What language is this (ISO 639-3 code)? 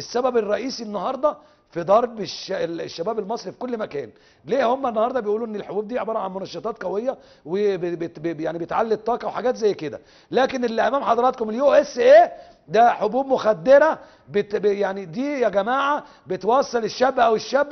arz